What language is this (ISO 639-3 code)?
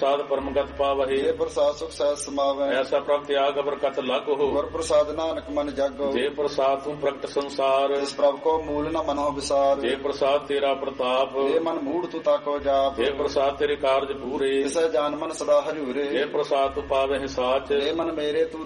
pan